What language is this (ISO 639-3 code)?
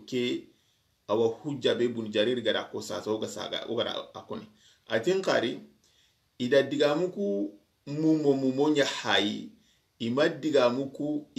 snk